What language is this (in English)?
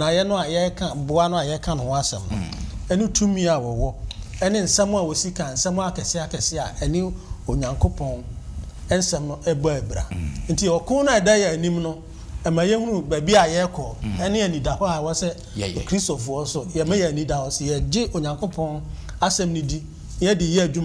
Akan